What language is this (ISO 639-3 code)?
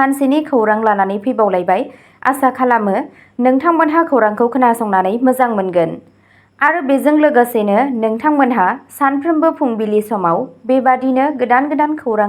brx